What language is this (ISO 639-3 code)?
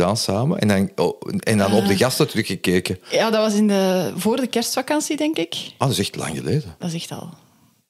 nld